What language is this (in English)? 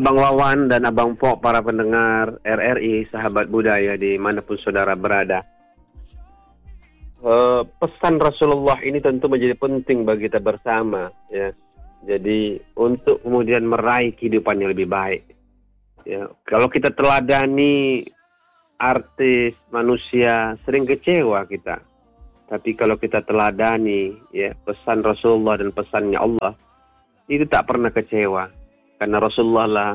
Indonesian